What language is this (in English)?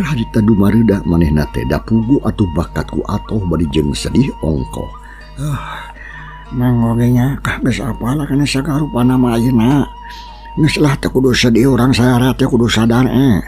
Sundanese